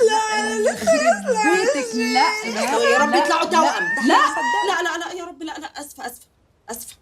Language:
Egyptian Arabic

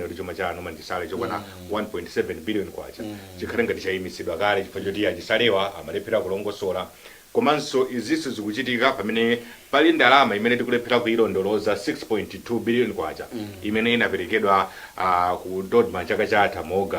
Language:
Nyanja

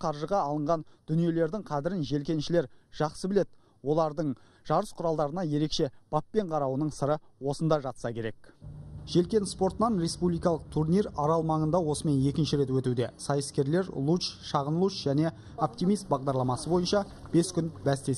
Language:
Kazakh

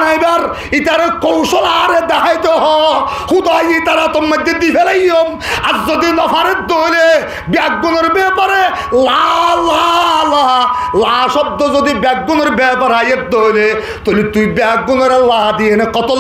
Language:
Rohingya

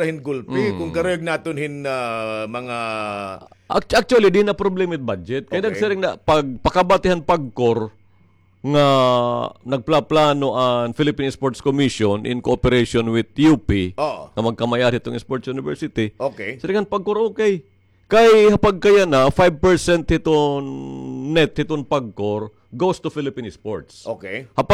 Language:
Waray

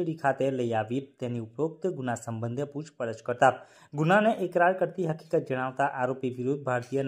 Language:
Gujarati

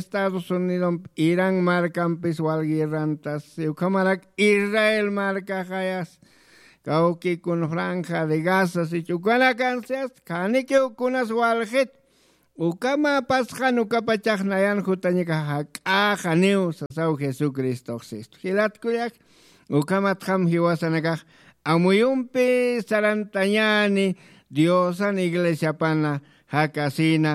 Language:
Aymara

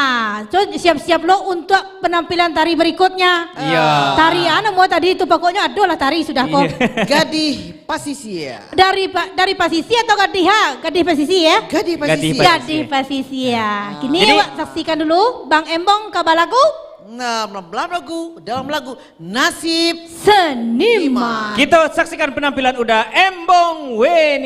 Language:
Minangkabau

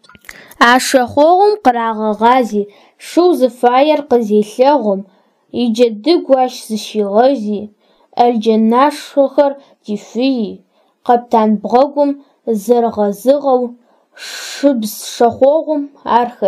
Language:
Adyghe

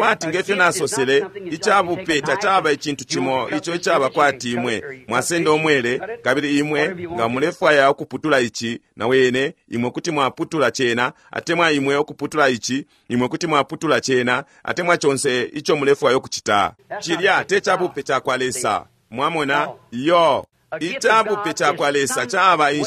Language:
Bemba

